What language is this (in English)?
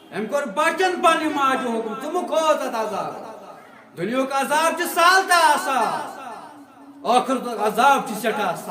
Kashmiri